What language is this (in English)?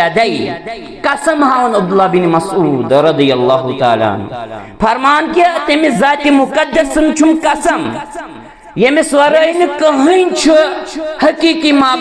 Kashmiri